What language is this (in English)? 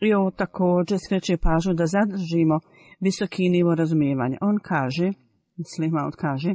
Bosnian